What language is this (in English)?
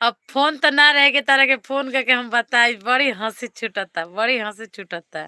Bhojpuri